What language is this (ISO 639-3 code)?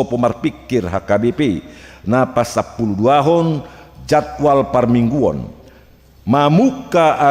bbc